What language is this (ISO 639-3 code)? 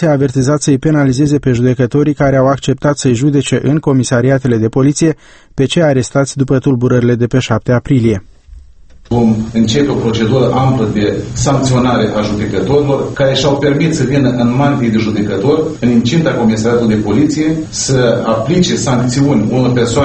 ron